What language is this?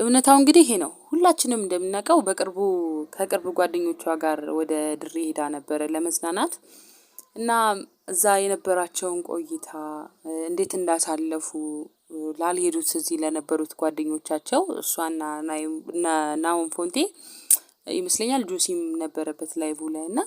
Amharic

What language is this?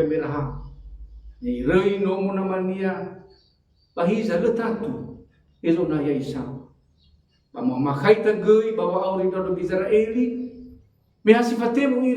Nias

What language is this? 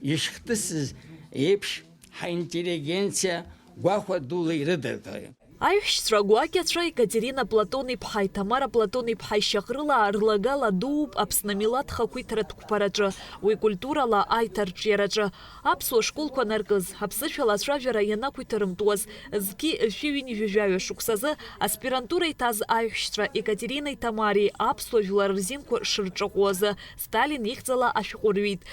Abkhazian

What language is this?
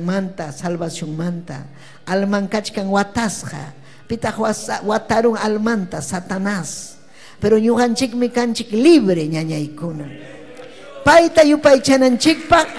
Ayacucho Quechua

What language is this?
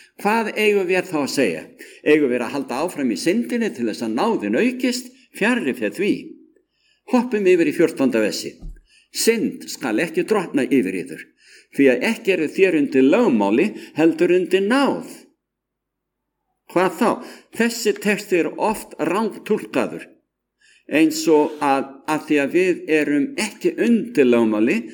Icelandic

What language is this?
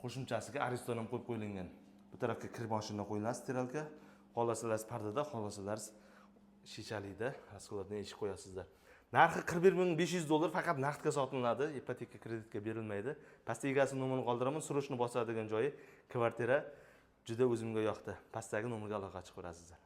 Uzbek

